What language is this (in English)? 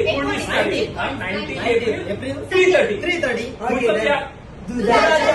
Konkani